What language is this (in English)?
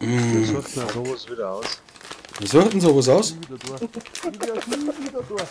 Bavarian